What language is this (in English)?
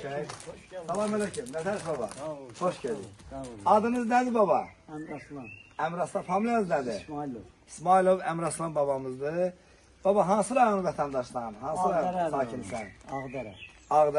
Azerbaijani